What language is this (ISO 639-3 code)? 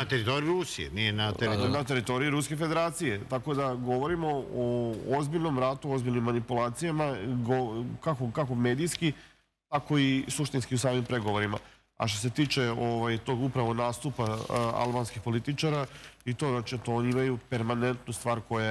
srp